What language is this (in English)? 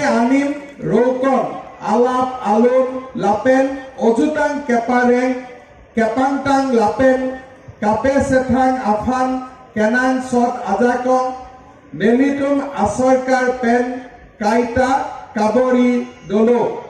Karbi